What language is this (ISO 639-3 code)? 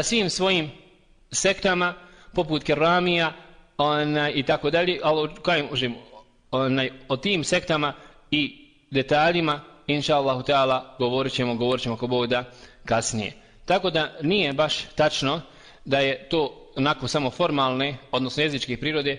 bos